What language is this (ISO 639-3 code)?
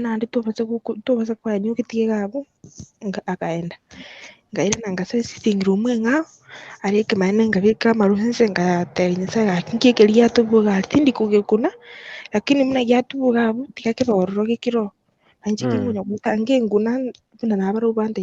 guz